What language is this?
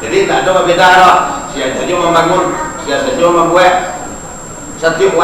Minangkabau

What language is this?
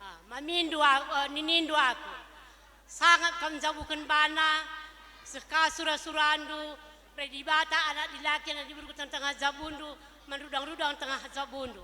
Batak Karo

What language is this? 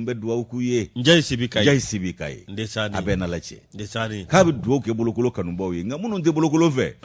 Bambara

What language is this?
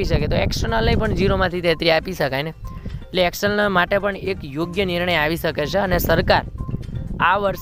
Gujarati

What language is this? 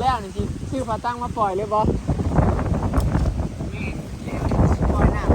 Northeastern Thai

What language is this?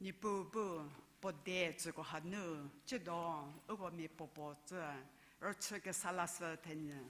Angami Naga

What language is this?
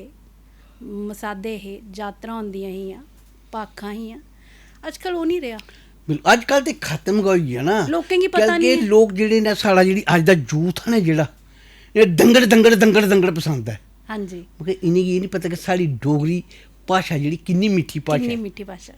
Dogri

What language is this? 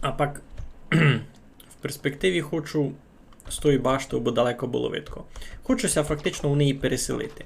Rusyn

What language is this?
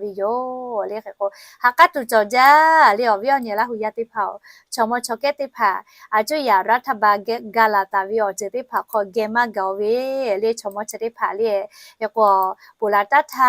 Lahu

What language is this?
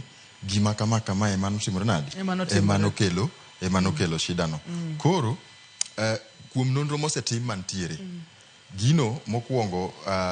Luo (Kenya and Tanzania)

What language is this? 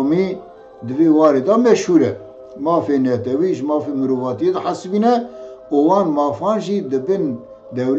Kurdish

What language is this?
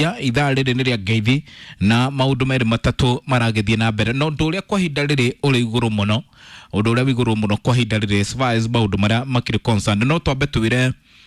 Kikuyu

